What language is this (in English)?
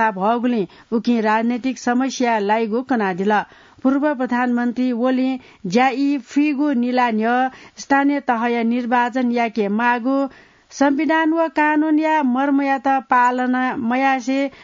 Newari